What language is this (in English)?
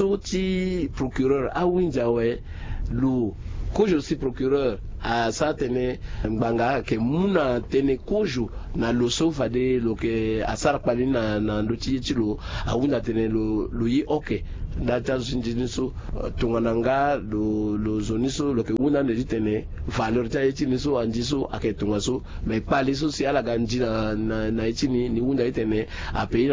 Sango